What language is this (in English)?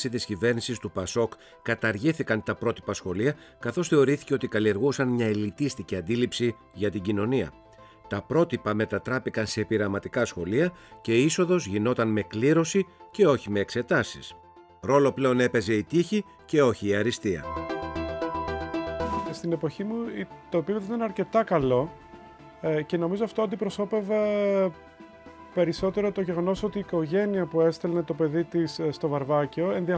Greek